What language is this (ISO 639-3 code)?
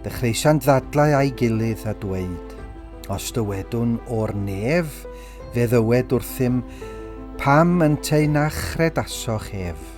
cym